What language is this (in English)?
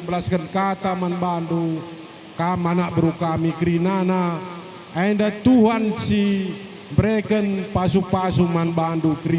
Batak Karo